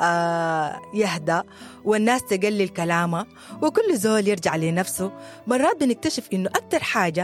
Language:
Sudanese Arabic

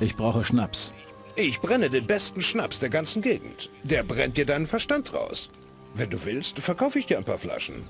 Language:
Bavarian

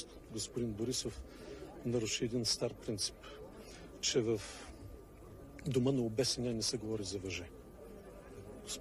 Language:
Bulgarian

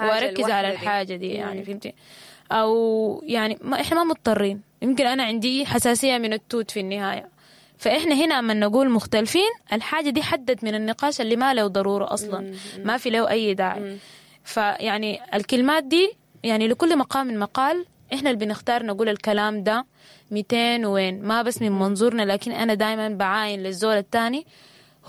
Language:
Sudanese Arabic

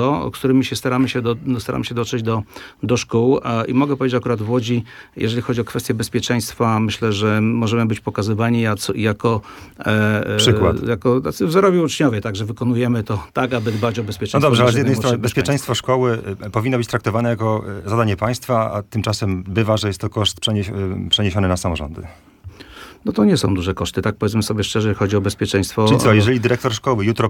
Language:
Polish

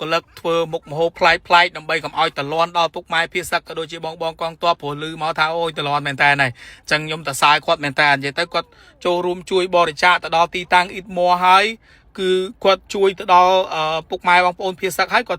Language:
Khmer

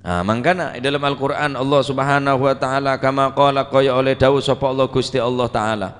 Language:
Madurese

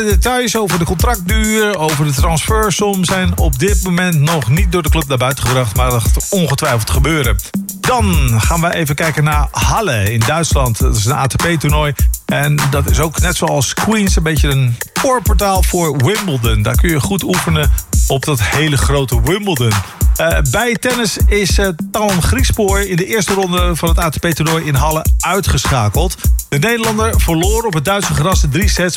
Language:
Dutch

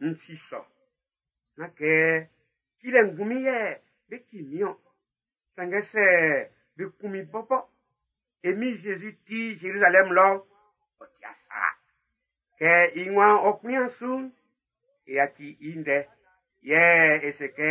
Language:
Baoulé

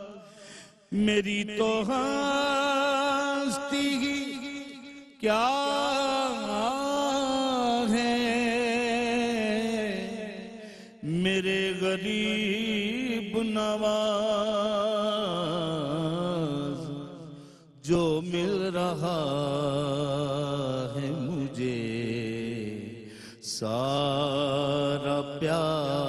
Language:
Urdu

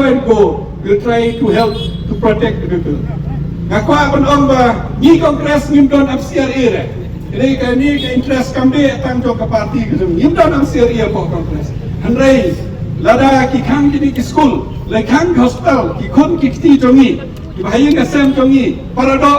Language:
Khasi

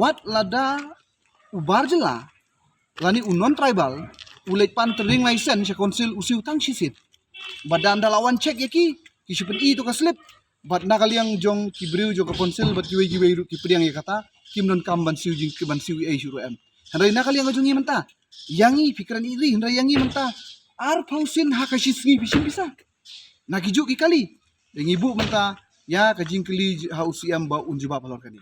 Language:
Khasi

